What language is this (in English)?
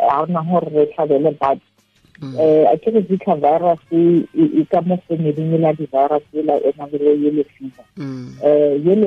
Tswana